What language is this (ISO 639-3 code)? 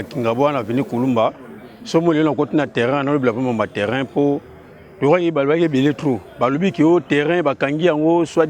lin